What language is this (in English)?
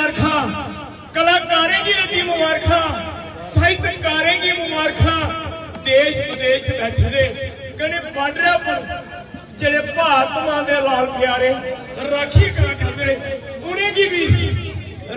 Dogri